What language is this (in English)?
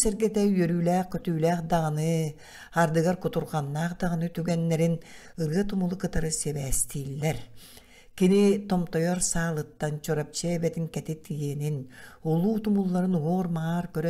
Yakut